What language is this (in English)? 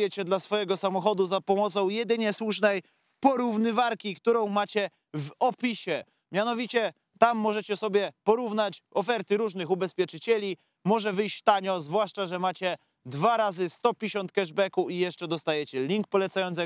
Polish